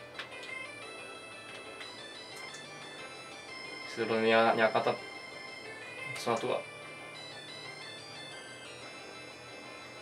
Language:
Czech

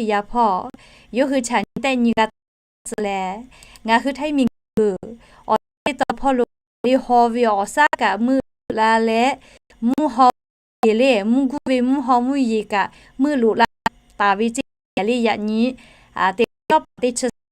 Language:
Lahu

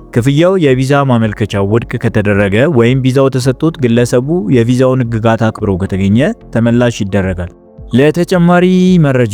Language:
Amharic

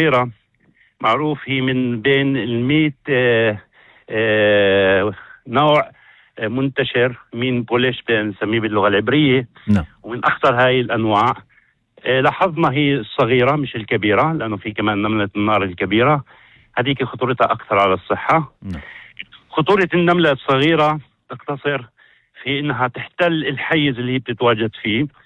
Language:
North Levantine Arabic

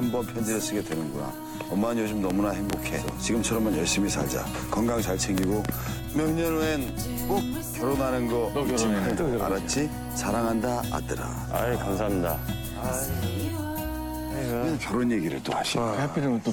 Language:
Korean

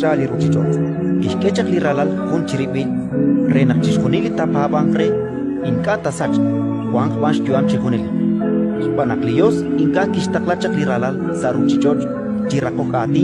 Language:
Kekchí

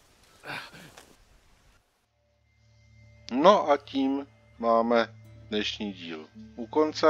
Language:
Czech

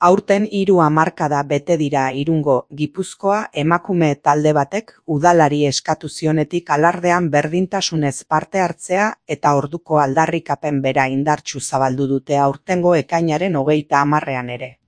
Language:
Basque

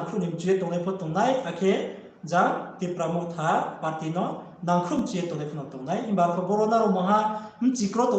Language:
Riang (India)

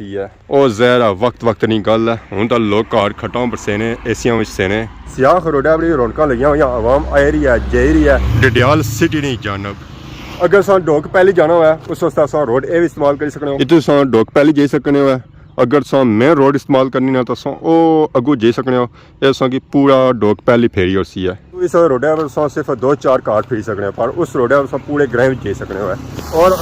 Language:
Pahari-Potwari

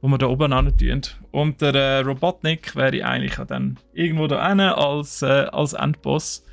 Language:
Swiss German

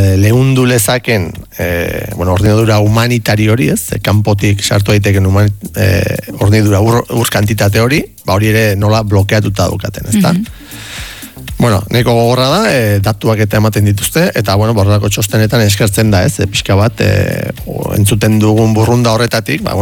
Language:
Basque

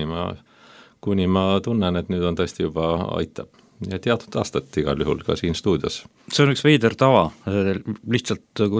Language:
Estonian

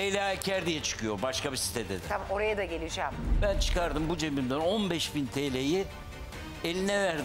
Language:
Turkish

